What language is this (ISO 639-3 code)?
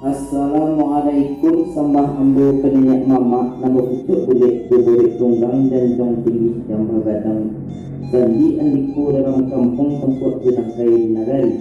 min